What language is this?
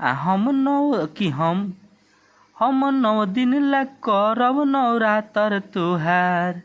Bhojpuri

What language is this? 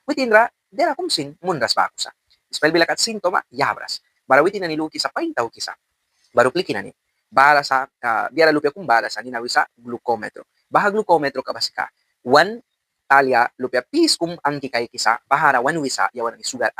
Mískito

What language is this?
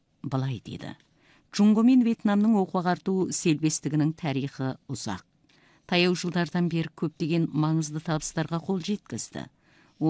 Kazakh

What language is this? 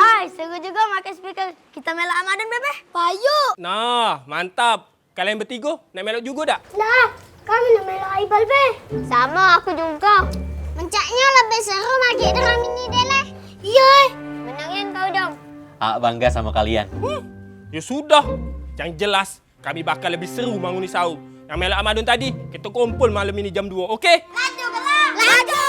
Musi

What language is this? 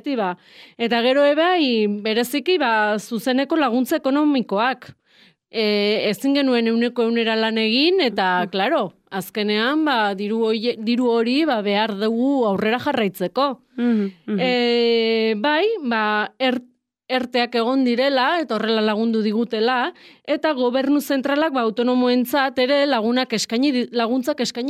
Basque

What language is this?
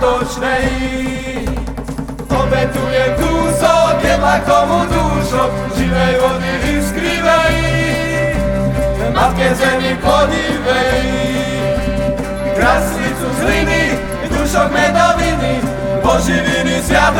Slovak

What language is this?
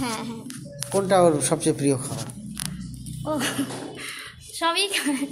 Bangla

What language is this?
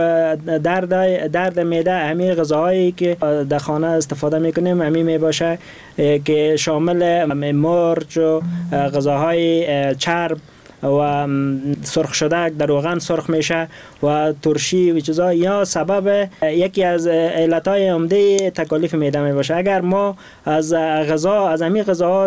Persian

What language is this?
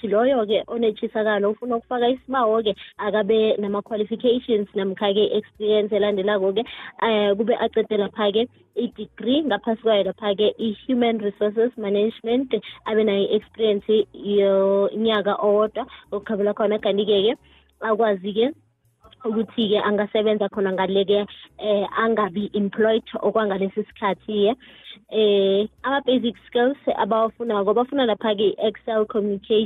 South Ndebele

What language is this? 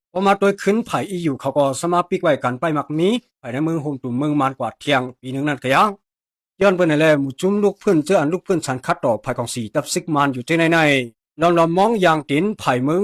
Shan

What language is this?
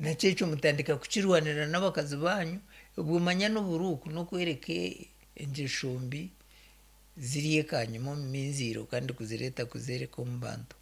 Nyankole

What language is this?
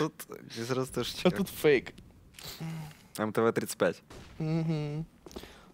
Russian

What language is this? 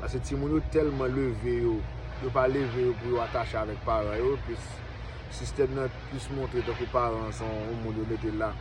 Haitian Creole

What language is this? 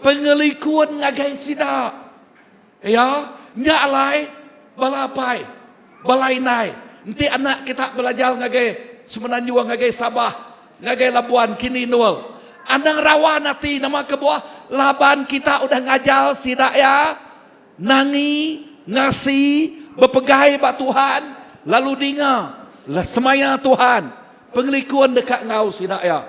Iban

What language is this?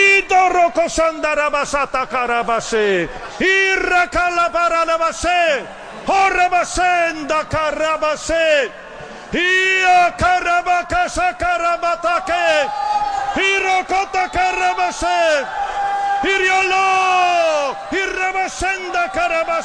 Polish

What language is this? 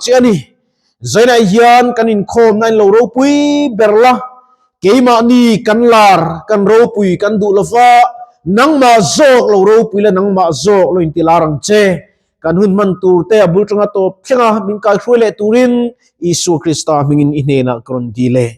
Mizo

